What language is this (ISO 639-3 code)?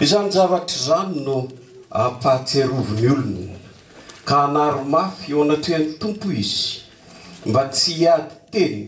mlg